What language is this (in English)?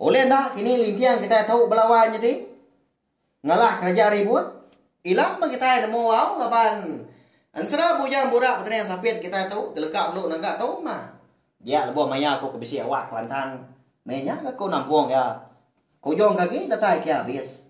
Iban